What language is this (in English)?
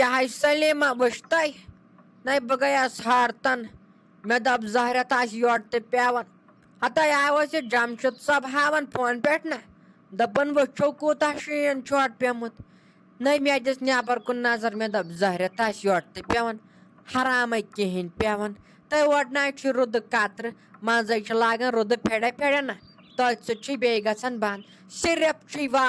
Kashmiri